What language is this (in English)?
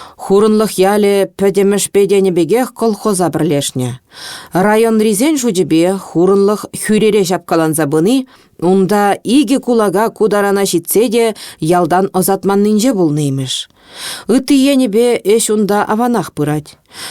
Chuvash